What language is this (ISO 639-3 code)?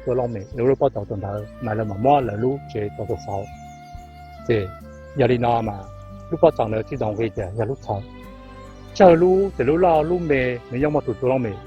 hmn